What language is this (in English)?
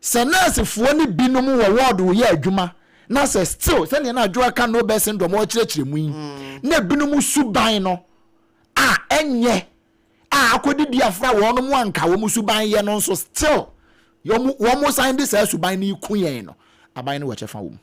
Akan